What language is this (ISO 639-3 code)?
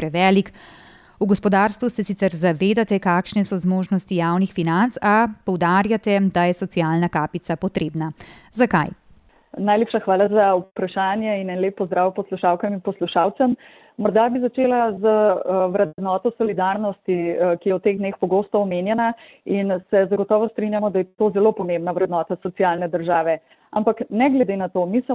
slv